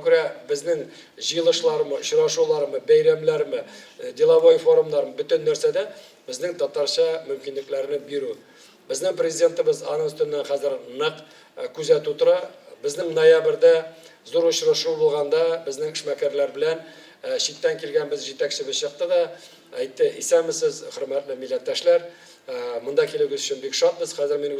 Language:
Tatar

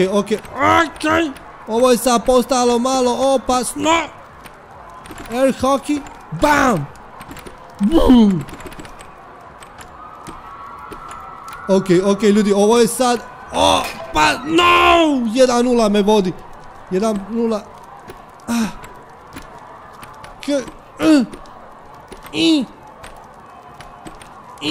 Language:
Croatian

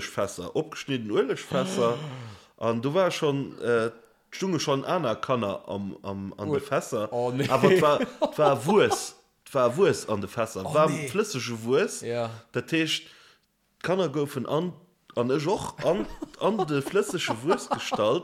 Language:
Luxembourgish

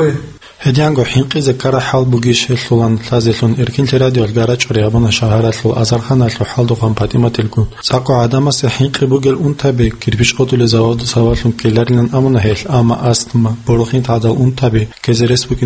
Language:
Avaric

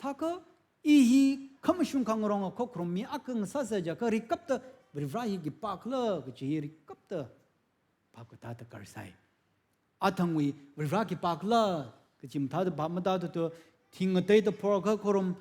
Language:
Tangkhul Naga (India)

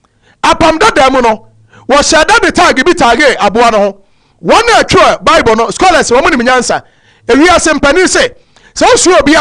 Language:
Akan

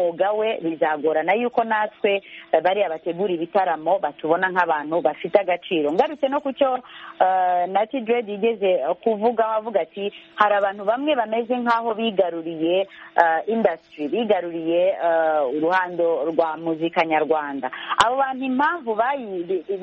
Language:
Kinyarwanda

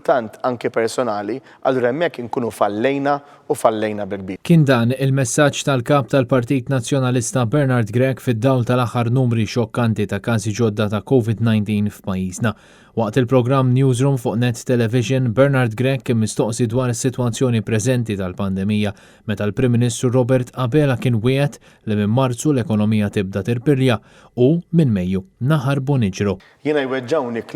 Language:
Maltese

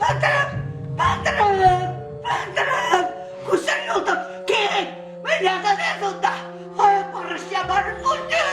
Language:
Chuvash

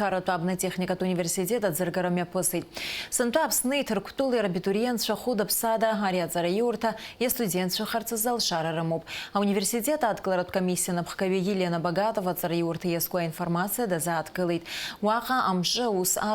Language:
Abkhazian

